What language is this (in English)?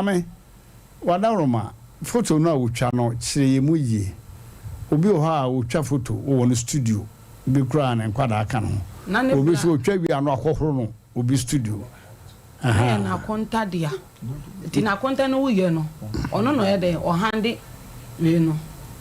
Akan